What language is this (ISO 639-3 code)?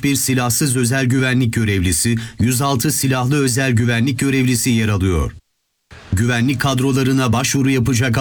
tur